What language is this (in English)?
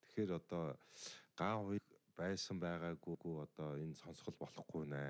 Mongolian